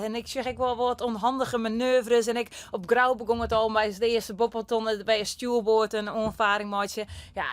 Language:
Western Frisian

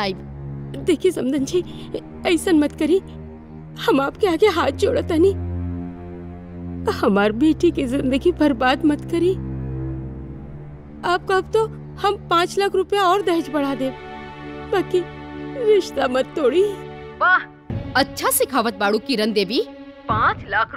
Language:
Bhojpuri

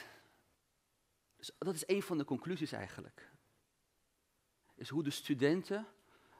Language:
Dutch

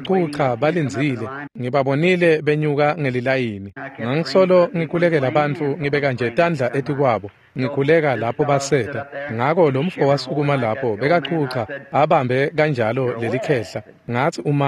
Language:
Swati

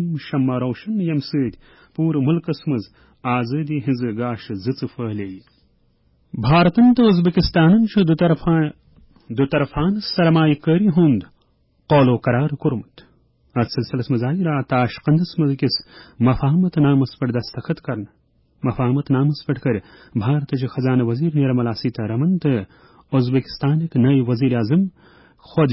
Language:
Kashmiri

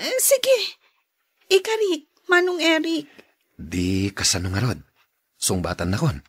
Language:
Iloko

